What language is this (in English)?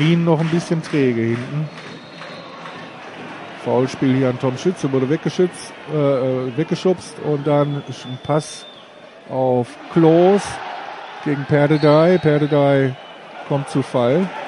German